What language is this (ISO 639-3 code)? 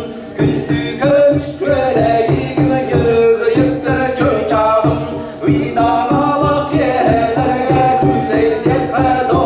sah